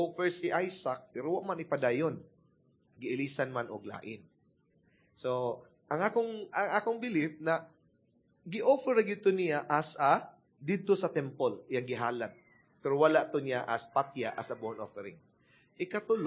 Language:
Cebuano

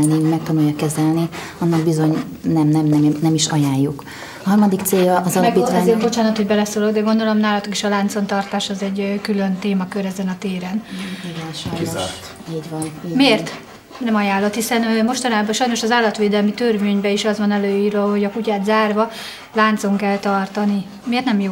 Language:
Hungarian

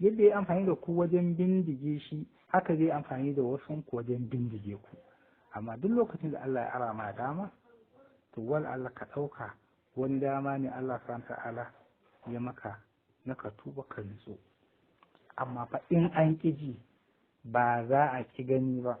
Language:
Hausa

